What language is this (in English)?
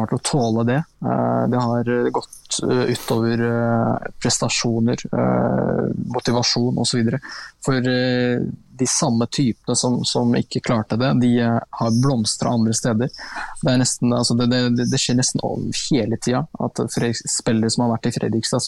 Norwegian